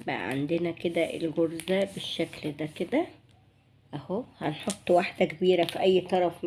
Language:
Egyptian Arabic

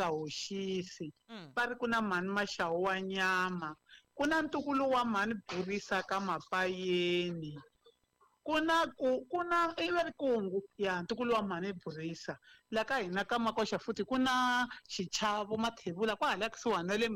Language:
Tsonga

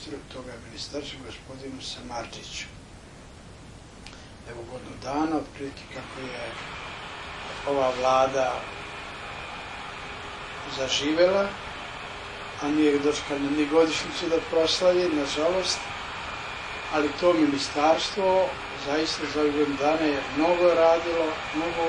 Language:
Serbian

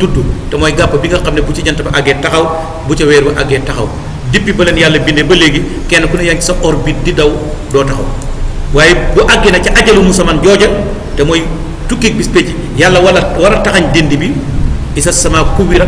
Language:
Wolof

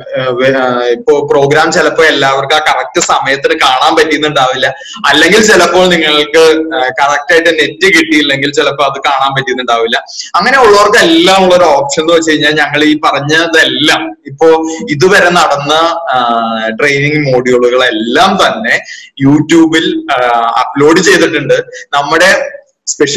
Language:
Malayalam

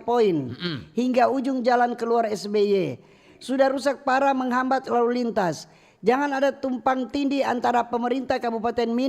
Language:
Manado Malay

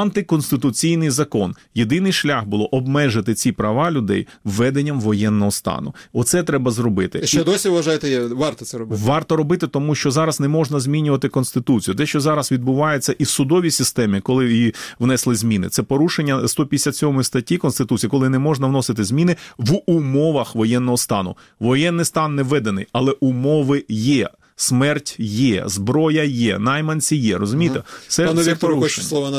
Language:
Ukrainian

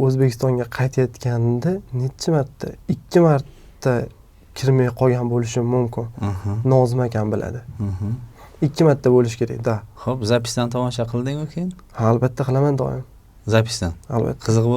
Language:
Uzbek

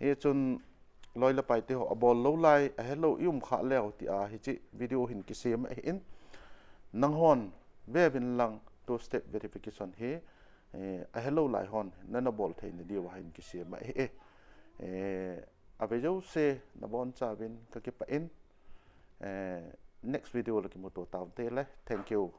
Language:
Thado Chin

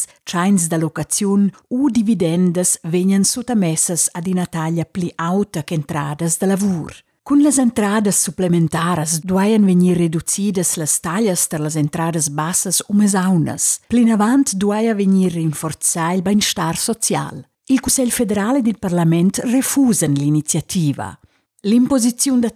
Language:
Romansh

